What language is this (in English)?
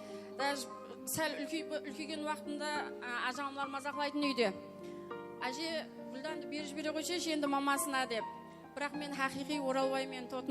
Kara-Kalpak